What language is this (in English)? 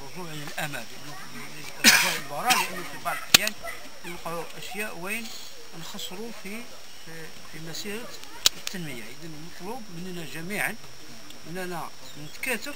Algerian Arabic